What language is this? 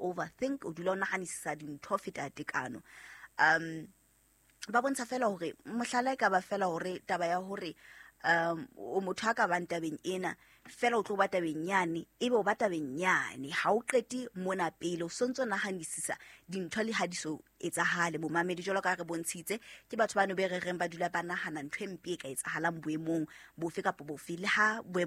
Southern Sotho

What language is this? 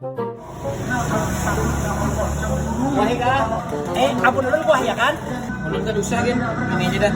Banjar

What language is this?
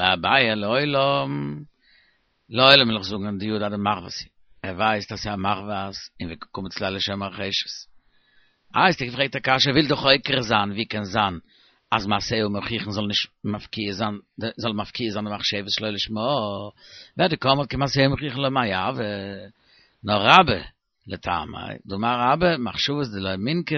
Yiddish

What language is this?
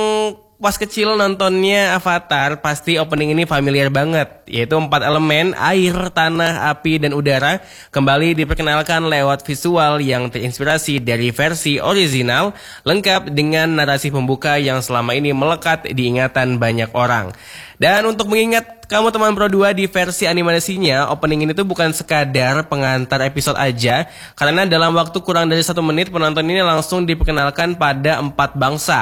Indonesian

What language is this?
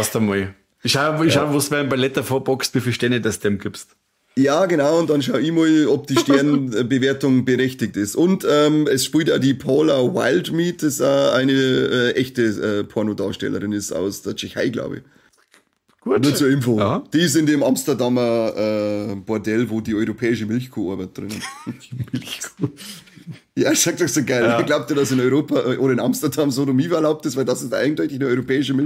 Bavarian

